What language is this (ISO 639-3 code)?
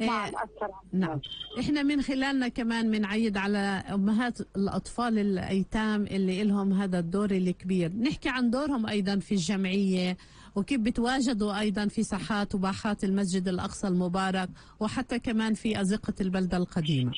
apc